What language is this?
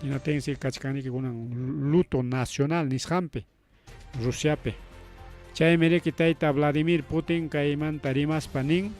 Ayacucho Quechua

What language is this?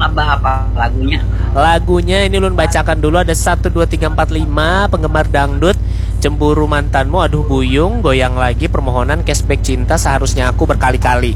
Banjar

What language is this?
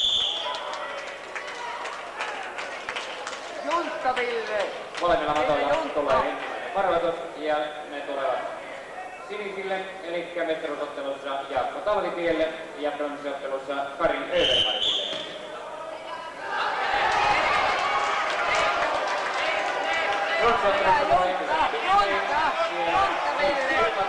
Finnish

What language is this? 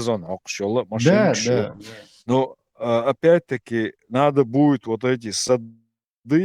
Chechen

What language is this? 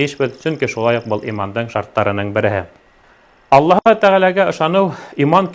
Bashkir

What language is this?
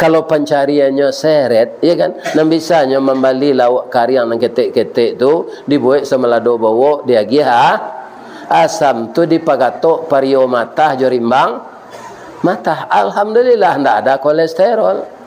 Minangkabau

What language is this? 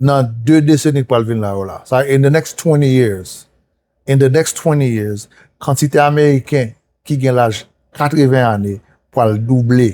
Haitian Creole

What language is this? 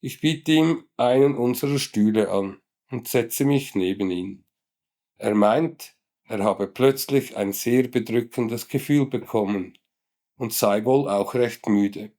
Swiss German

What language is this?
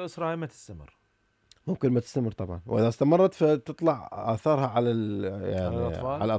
Mesopotamian Arabic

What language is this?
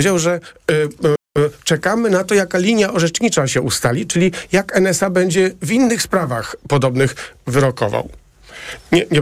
Polish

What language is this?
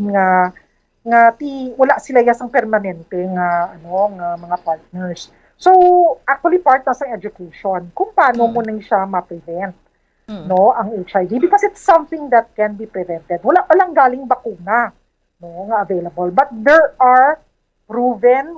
Hiligaynon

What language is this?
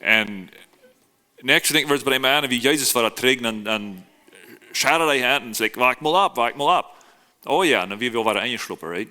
Plautdietsch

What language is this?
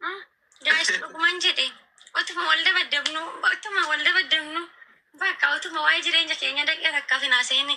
Oromo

